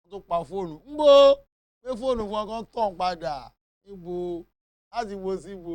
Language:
Yoruba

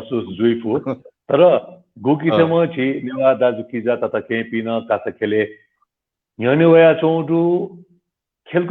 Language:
Newari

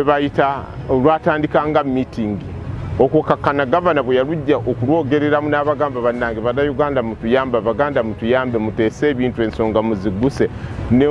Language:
Ganda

